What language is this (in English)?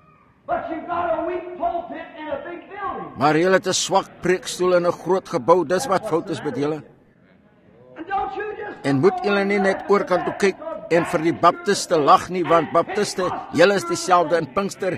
Afrikaans